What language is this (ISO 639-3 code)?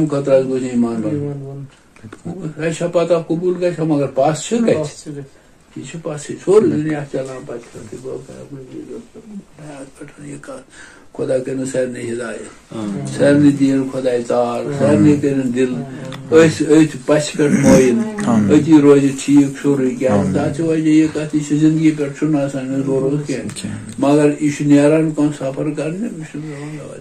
kas